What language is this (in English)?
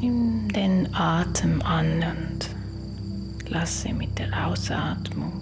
Swiss German